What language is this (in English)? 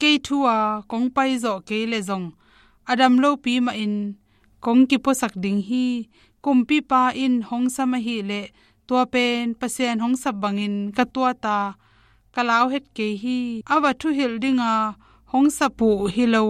Tedim Chin